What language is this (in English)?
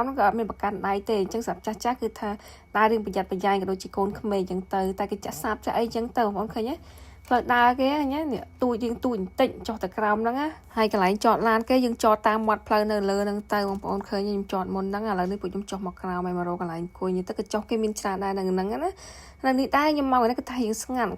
Khmer